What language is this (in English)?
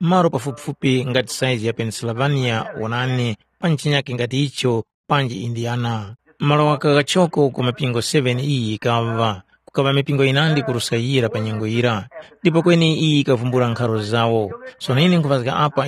Tumbuka